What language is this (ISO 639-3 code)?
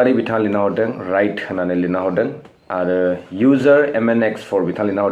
brx